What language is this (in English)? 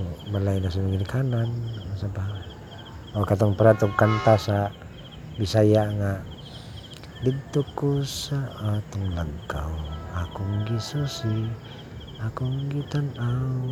Cebuano